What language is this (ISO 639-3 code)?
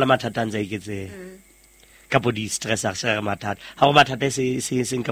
sot